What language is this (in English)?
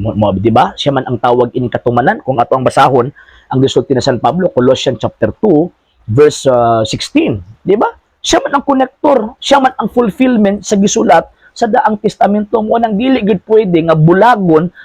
Cebuano